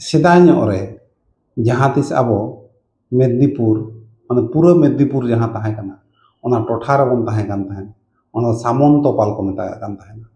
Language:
Santali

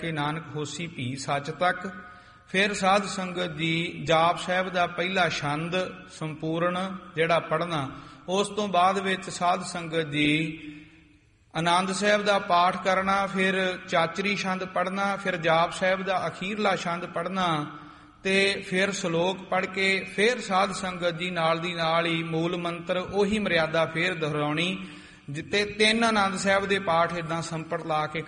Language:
Punjabi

